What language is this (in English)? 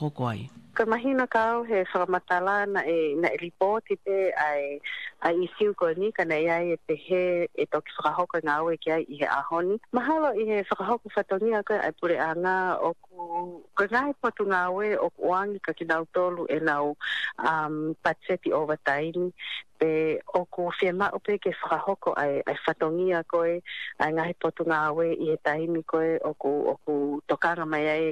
Tongan